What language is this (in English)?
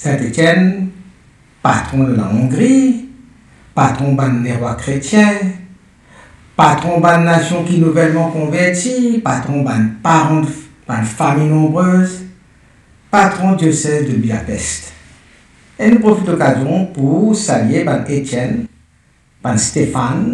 Morisyen